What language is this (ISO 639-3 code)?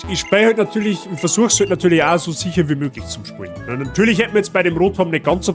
bar